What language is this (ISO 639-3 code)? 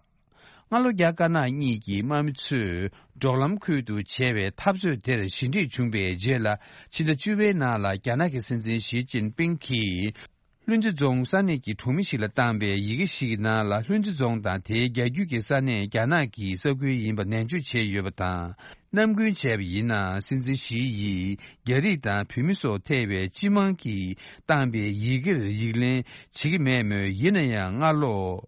bod